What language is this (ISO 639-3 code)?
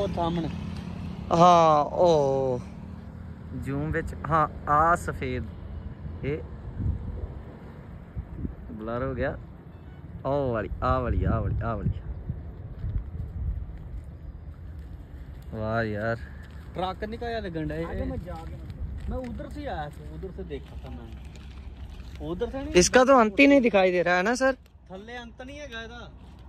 pan